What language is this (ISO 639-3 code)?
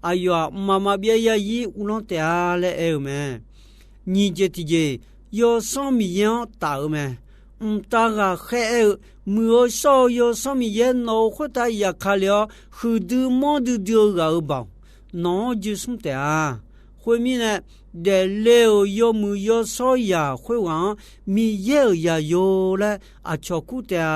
ahk